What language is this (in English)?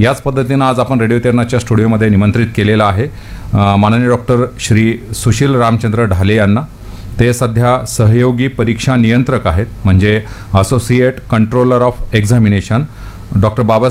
Marathi